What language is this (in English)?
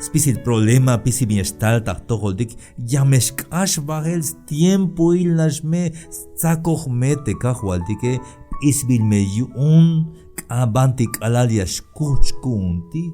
Tzeltal